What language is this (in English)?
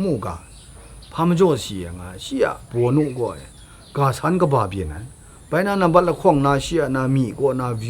Kachin